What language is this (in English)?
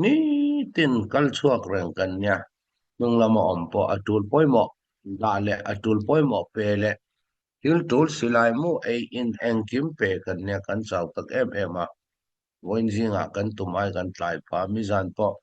Falam Chin